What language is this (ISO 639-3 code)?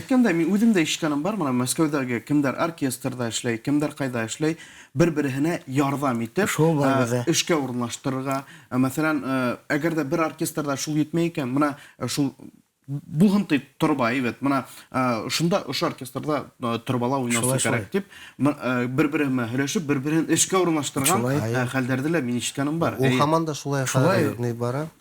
bak